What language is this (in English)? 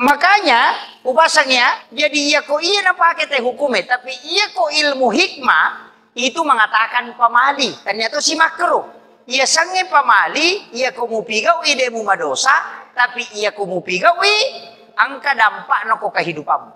Buginese